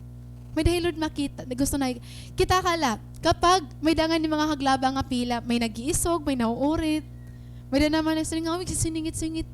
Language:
Waray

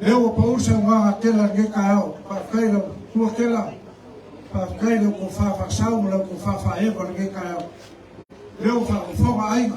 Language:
Samoan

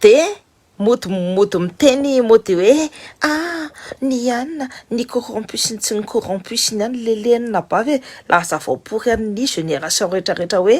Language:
Malagasy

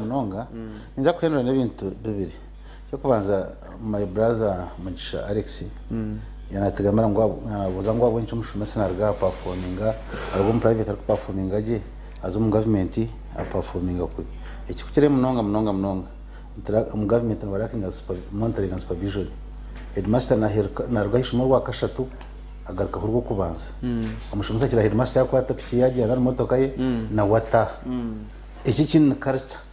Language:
Nyankole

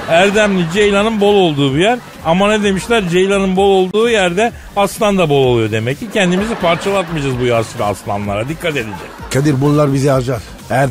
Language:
Turkish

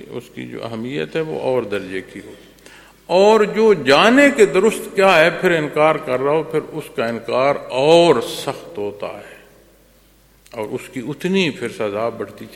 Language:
Urdu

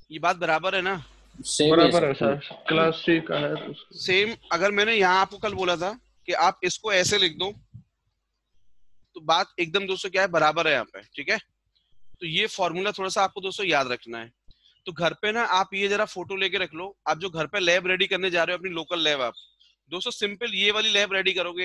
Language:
Hindi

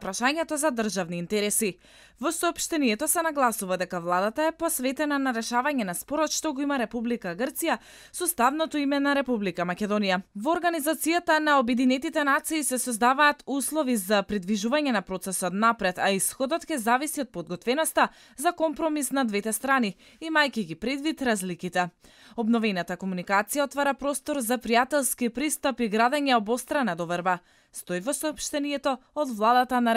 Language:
Macedonian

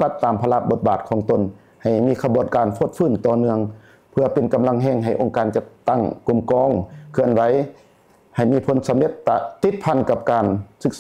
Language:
Lao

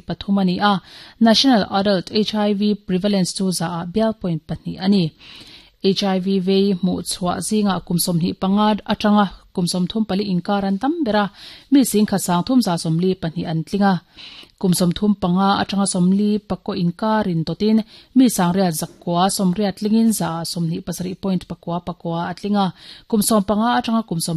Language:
Mizo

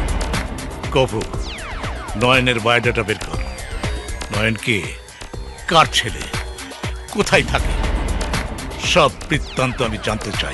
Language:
Bangla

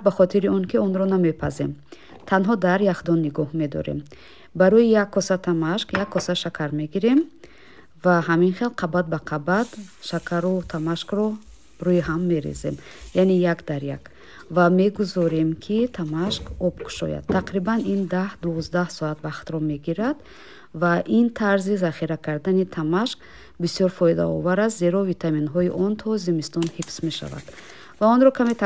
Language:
Tajik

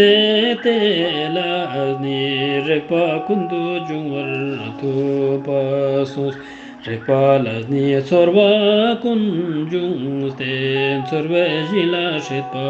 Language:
Ladakhi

